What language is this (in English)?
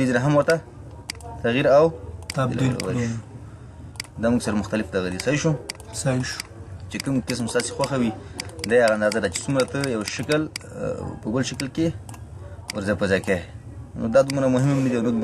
Pashto